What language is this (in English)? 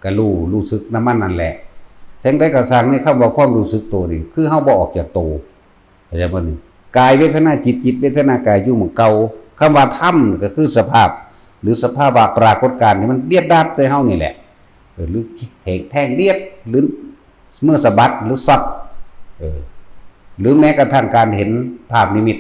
Lao